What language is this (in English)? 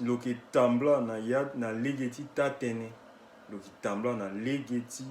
Sango